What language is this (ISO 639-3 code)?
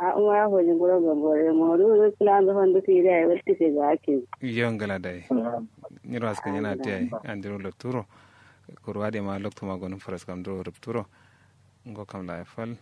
kau